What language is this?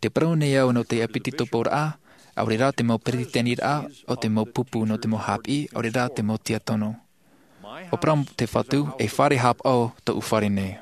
Tahitian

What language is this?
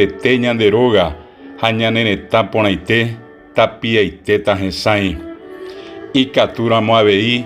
Guarani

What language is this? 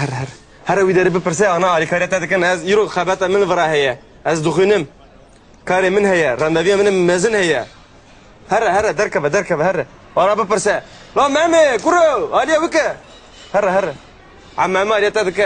Kurdish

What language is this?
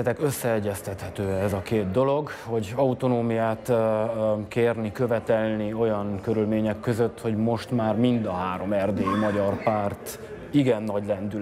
Hungarian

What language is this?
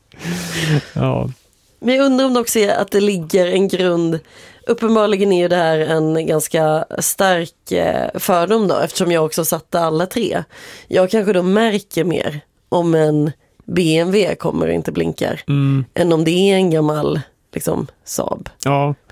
Swedish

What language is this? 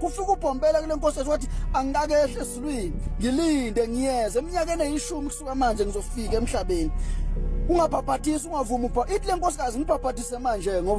Zulu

